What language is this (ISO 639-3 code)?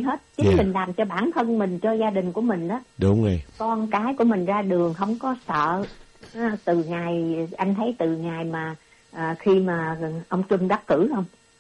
vie